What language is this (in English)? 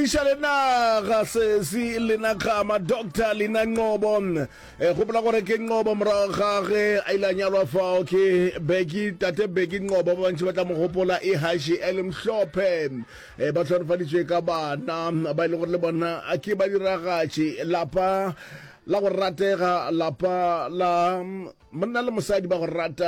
Northern Sotho